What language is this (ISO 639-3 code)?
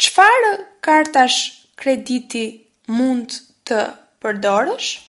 sqi